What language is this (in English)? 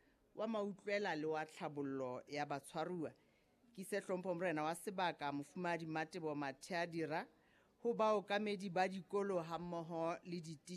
Southern Sotho